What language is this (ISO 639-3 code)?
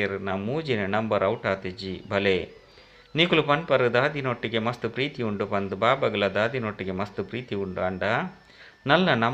tcy